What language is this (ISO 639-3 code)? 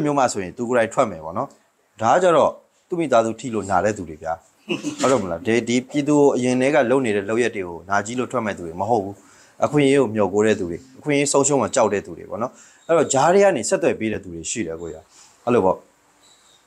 mya